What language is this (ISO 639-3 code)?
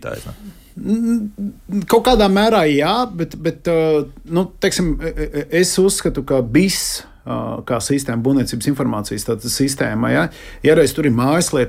lav